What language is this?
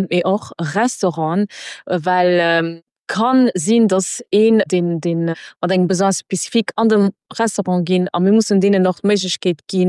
Luxembourgish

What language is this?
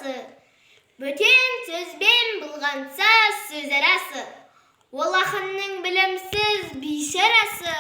Kazakh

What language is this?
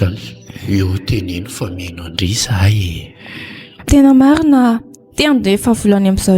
Malagasy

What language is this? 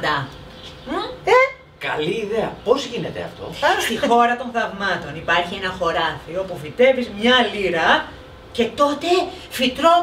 Greek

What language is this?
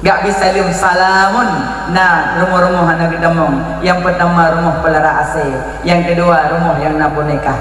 Achinese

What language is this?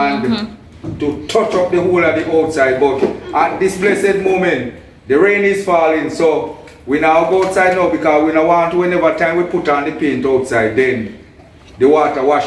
Jamaican Creole English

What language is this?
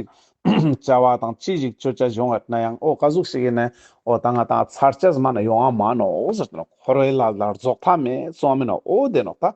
Ladakhi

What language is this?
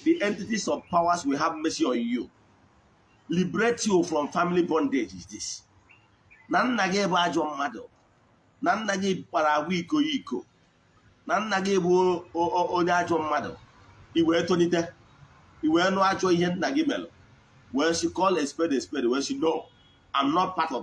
Igbo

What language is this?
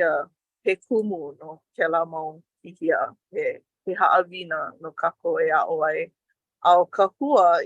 Hawaiian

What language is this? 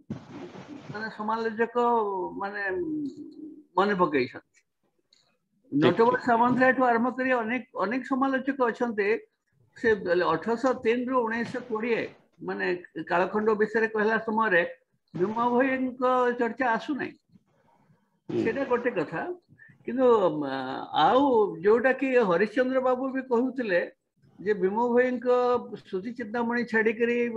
Odia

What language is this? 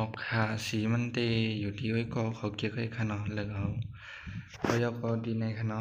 Shan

